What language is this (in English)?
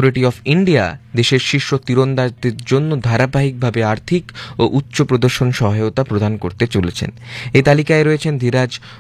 Bangla